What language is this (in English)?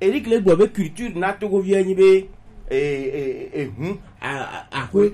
Gen